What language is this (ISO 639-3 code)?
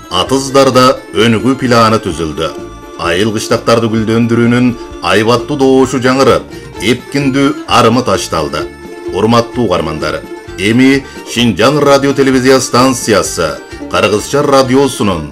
kir